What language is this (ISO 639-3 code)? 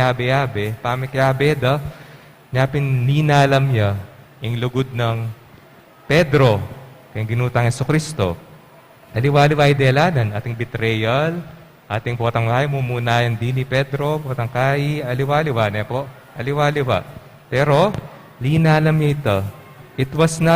pam